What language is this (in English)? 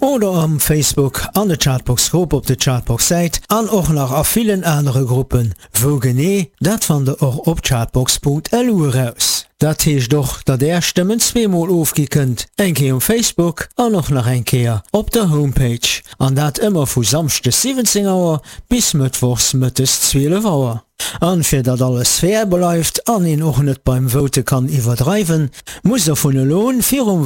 Luxembourgish